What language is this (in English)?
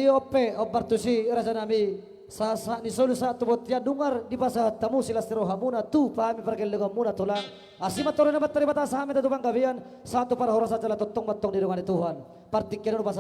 Batak Toba